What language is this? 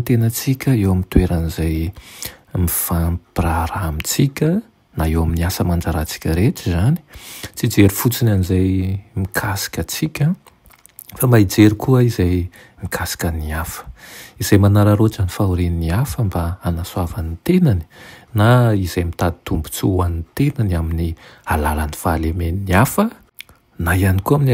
Malagasy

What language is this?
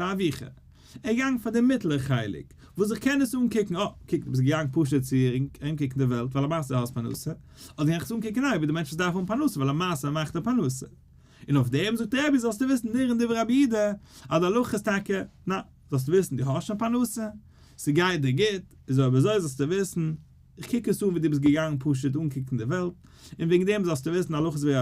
Yiddish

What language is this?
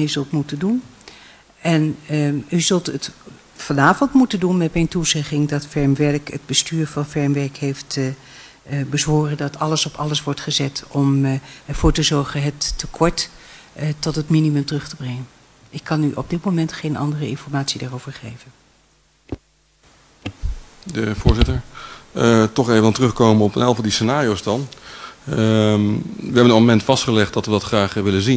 Dutch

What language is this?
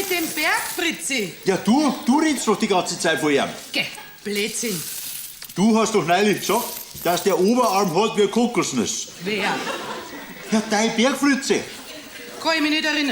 Bavarian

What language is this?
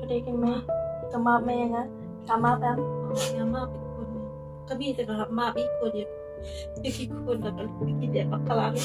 Khasi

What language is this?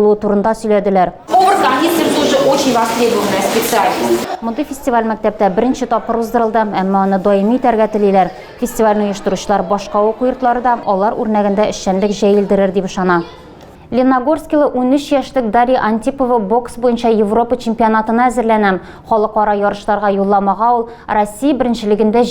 Tatar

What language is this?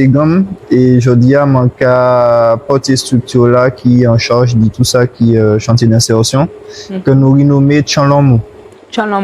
Guadeloupean Creole French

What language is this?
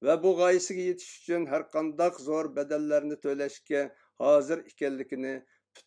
Uyghur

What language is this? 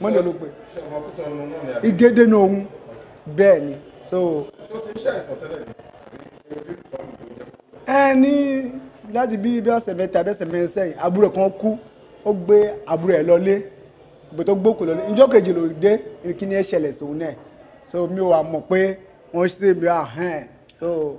Yoruba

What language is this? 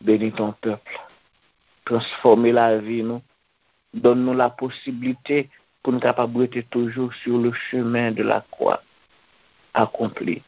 Haitian Creole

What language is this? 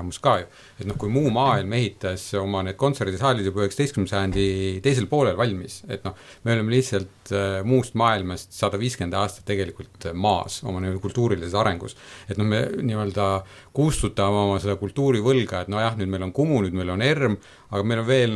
Estonian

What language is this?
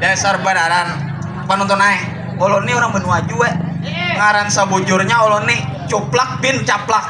Banjar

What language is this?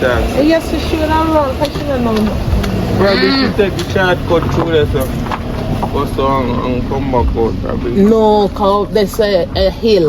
Jamaican Creole English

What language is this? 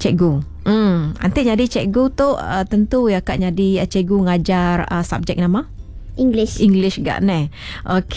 Iban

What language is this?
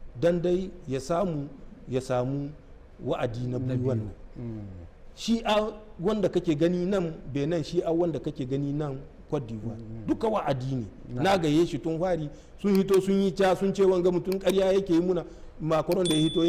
Hausa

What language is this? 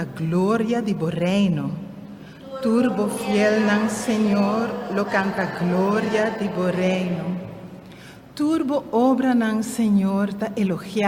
Papiamento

